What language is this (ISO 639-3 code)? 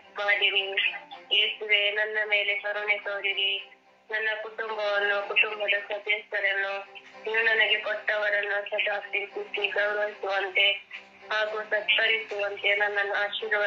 kan